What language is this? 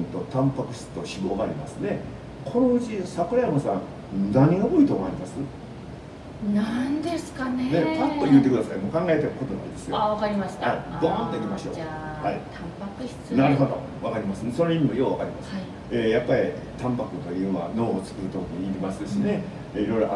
Japanese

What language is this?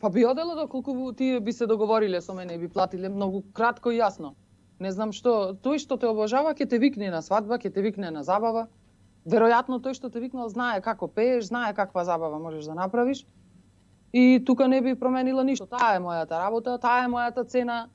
Macedonian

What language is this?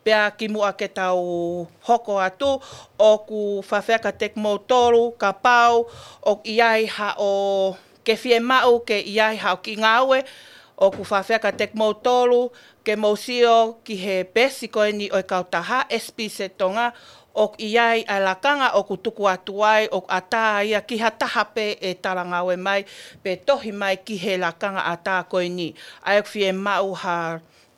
Tongan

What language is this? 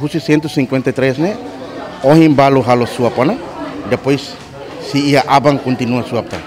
Tetum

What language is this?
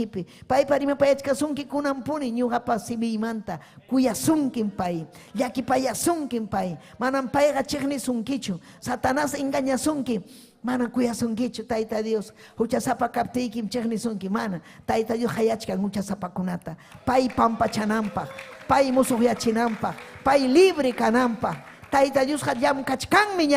Ayacucho Quechua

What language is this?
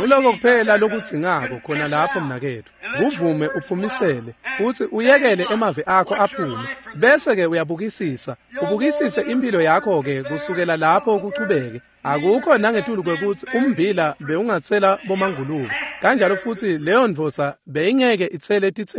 Swati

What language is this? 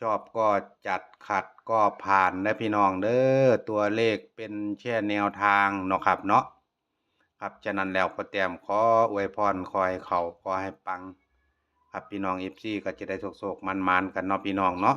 Northeastern Thai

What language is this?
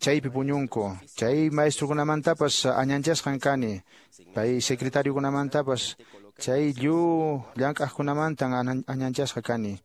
Quechua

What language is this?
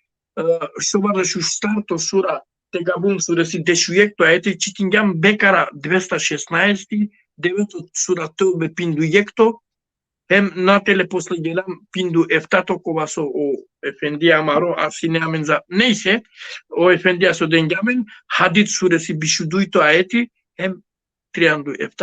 Balkan Romani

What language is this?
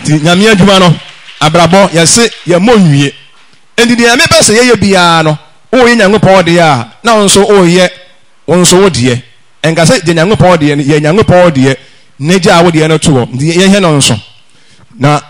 Akan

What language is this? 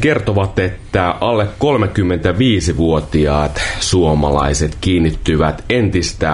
Finnish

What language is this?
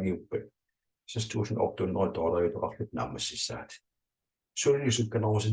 Kalaallisut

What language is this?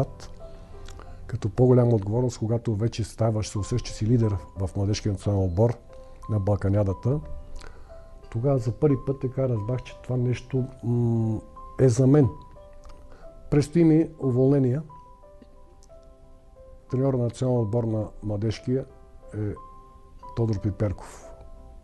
Bulgarian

